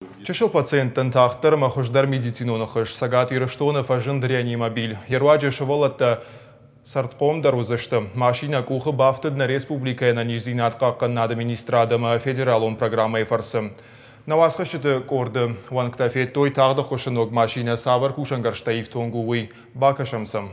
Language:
Ossetic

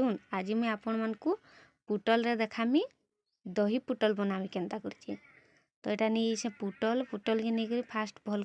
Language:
Sambalpuri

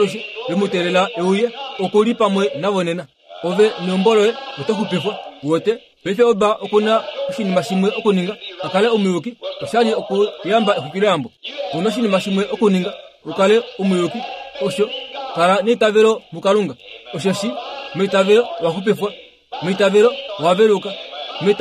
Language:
Kuanyama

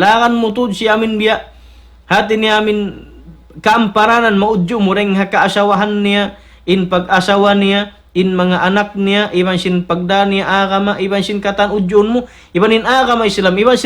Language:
Tausug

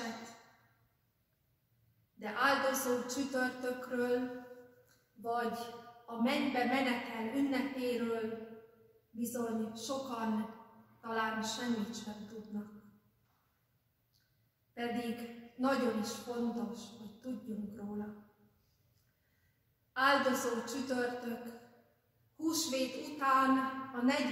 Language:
Hungarian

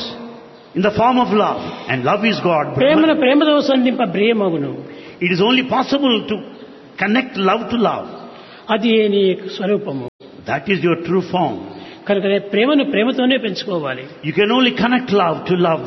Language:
Telugu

